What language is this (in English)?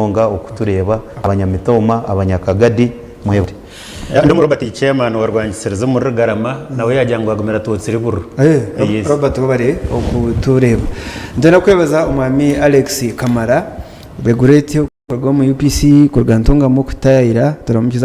Nyankole